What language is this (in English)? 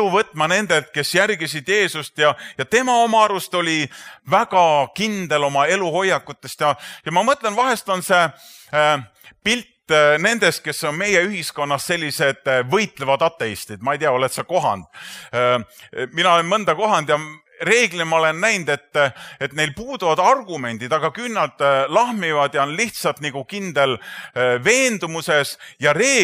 Estonian